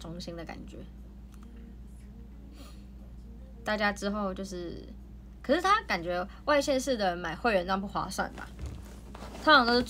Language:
Chinese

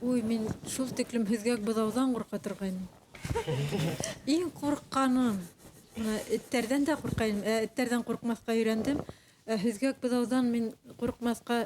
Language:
Bashkir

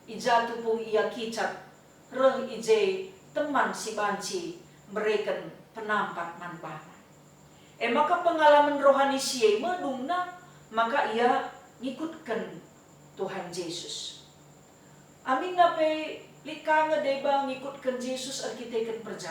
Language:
Batak Karo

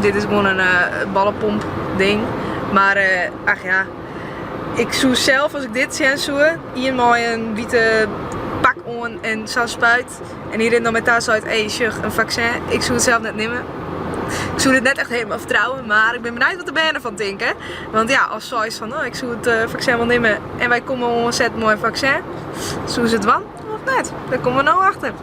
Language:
Western Frisian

